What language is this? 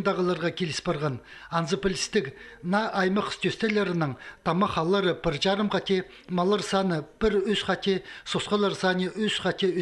Khakas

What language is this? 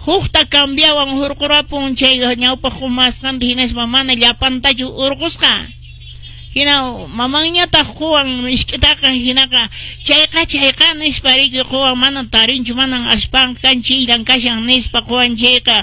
Quechua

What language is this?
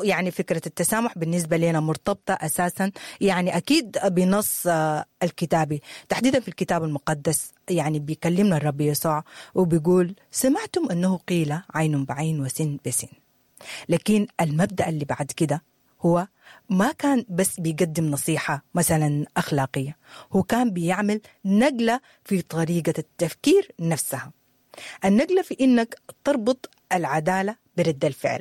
Sudanese Arabic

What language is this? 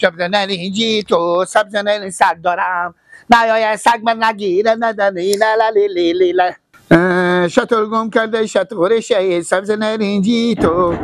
Persian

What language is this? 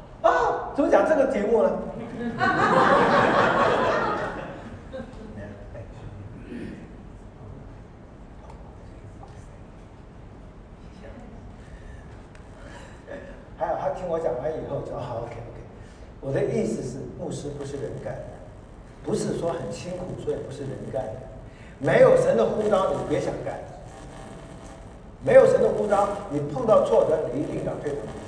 Chinese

